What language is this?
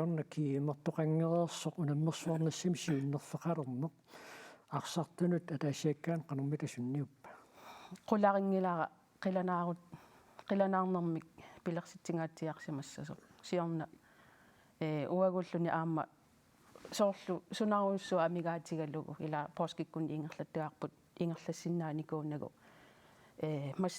Kalaallisut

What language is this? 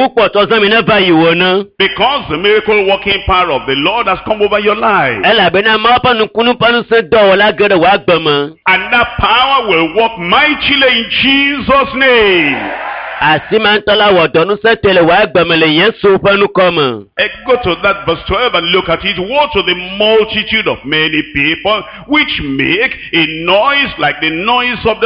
Ewe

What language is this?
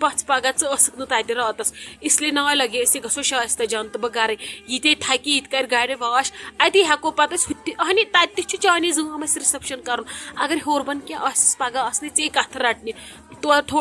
Kashmiri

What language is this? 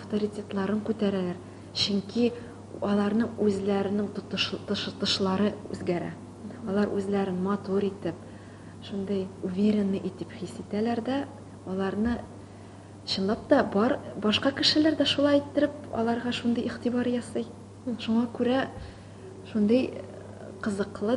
Tatar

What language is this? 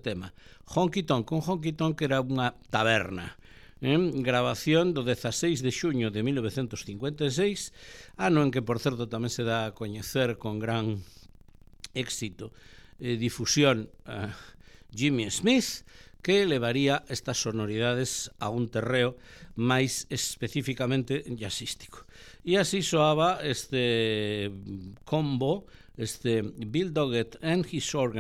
Galician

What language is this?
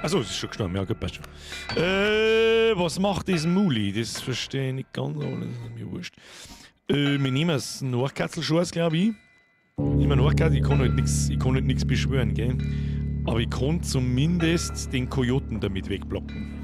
Bavarian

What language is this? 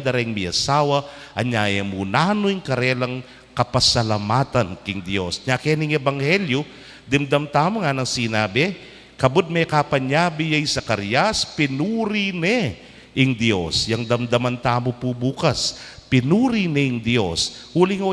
Pampanga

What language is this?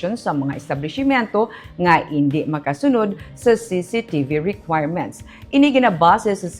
Hiligaynon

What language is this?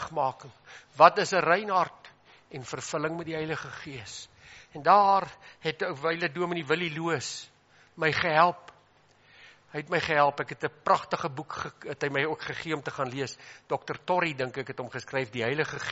Afrikaans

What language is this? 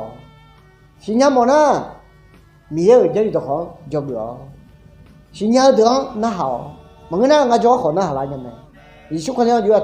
Akha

